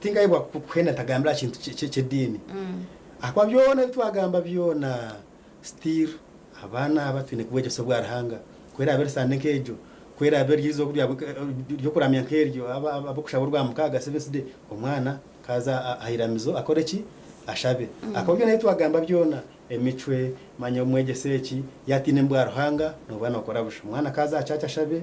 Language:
Nyankole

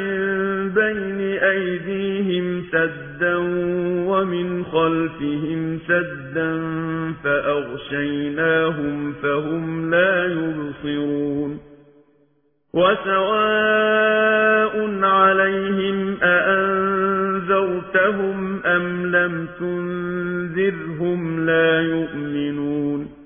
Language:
Arabic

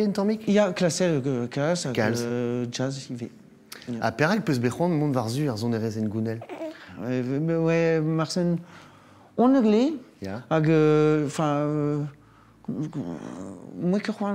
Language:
Breton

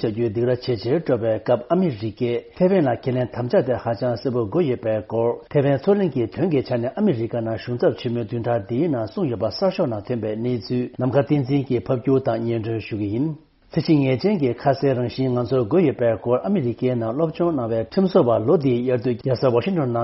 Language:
Tibetan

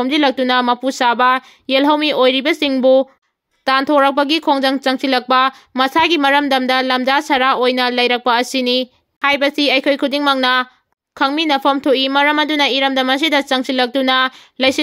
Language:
Manipuri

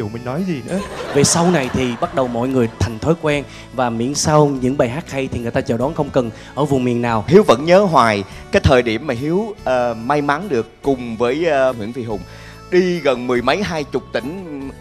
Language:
Vietnamese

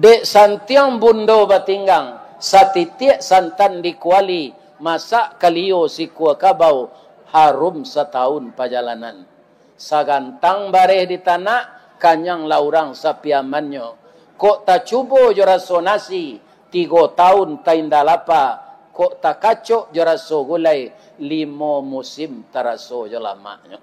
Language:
Minangkabau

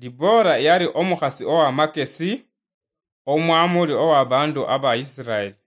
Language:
Luyia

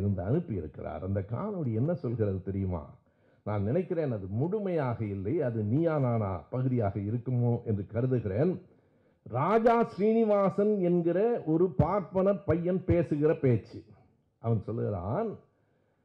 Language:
Tamil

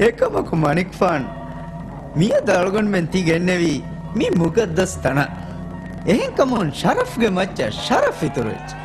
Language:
Divehi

